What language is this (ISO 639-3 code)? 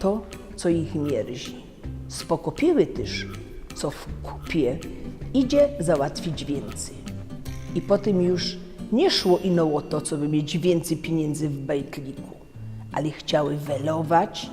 szl